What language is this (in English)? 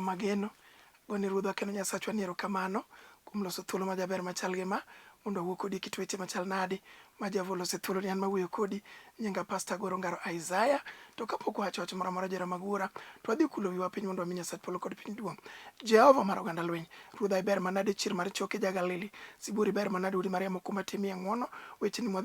Luo (Kenya and Tanzania)